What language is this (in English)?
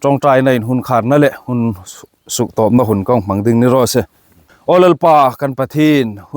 Hmar